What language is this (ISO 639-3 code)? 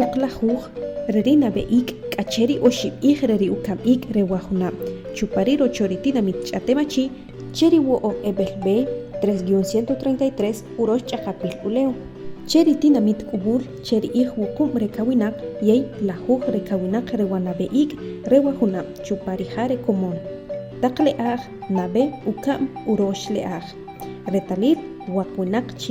acr